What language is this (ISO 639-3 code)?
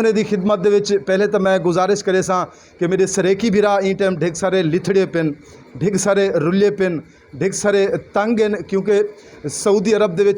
skr